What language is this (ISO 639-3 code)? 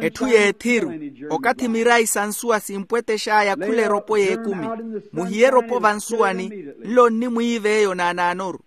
vmw